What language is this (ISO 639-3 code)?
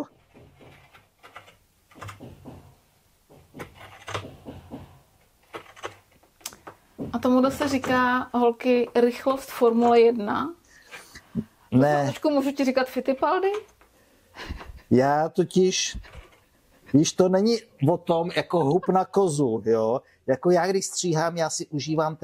ces